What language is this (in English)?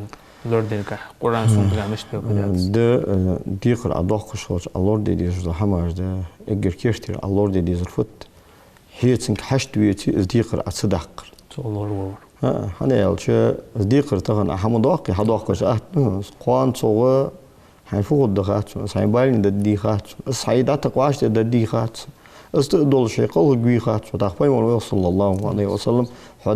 Ingush